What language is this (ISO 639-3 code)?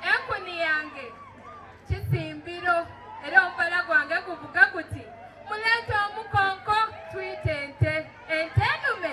xog